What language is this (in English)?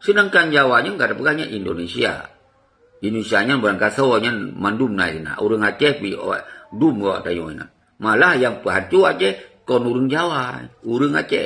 Achinese